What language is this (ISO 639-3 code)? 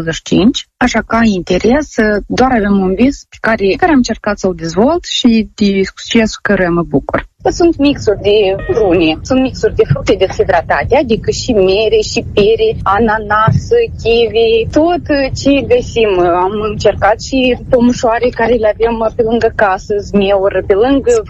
ron